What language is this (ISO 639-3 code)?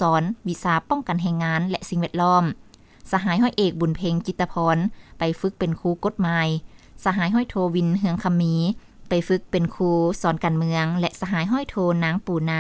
lao